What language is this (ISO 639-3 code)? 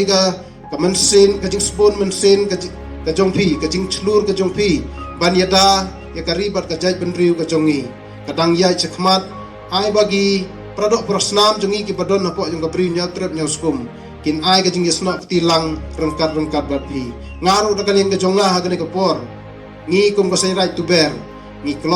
kha